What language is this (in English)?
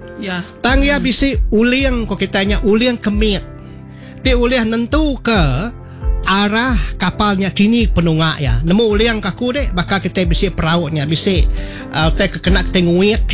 Iban